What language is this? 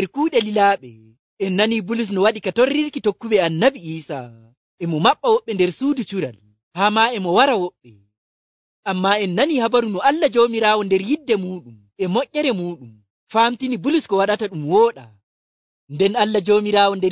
Nigerian Fulfulde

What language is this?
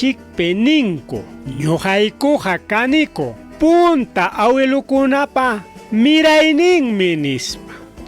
Ayacucho Quechua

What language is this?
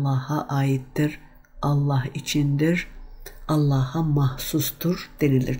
Turkish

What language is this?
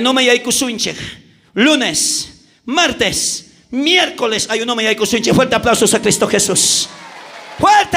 South Bolivian Quechua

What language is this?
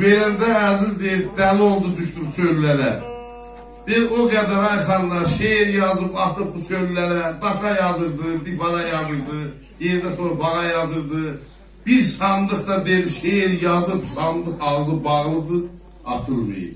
South Azerbaijani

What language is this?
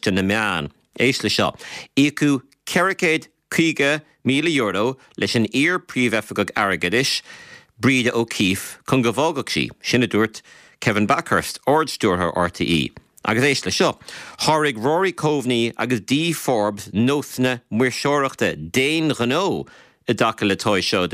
Irish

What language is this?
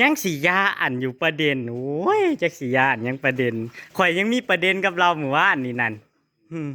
Northeastern Thai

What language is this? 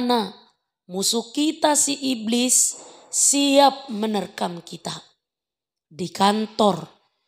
Batak Toba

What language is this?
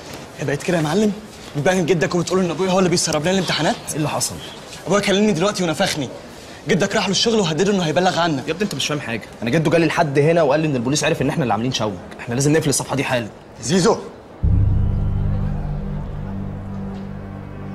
Egyptian Arabic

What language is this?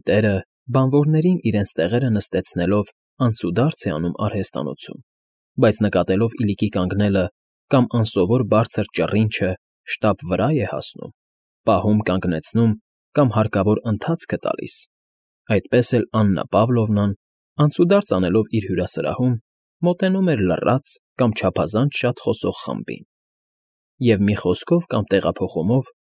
Armenian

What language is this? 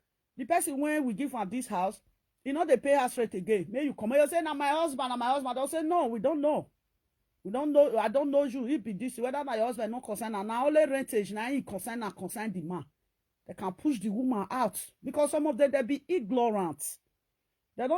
Nigerian Pidgin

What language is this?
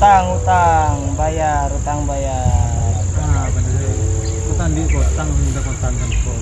Madurese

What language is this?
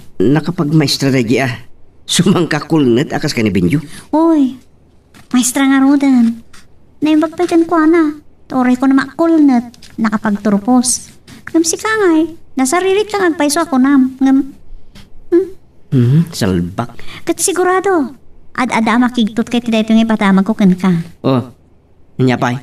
Iloko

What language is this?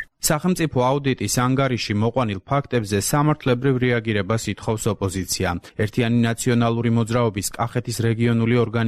Georgian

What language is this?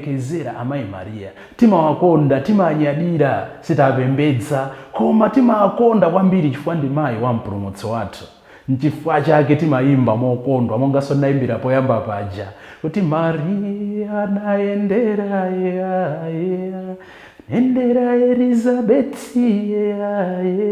Nyanja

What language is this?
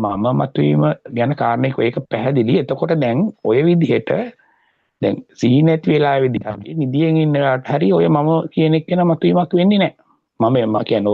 Sinhala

